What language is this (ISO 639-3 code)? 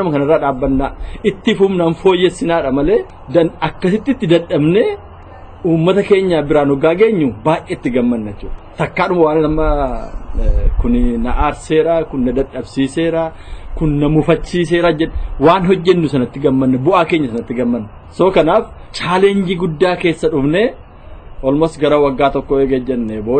orm